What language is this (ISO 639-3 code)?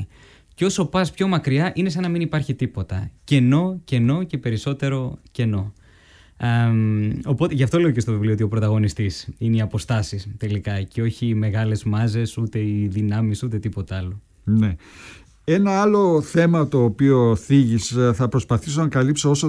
ell